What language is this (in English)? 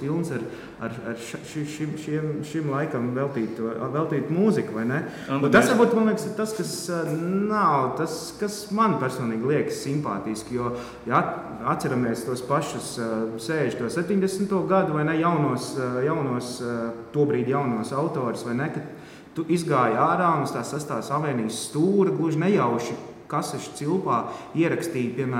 Latvian